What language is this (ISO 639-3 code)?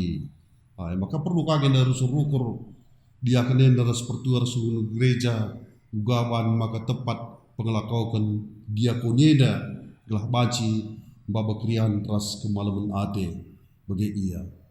btx